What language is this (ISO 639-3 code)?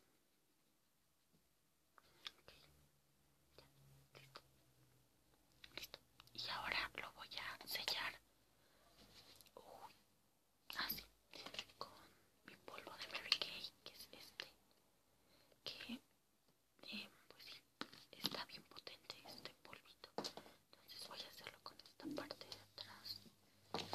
spa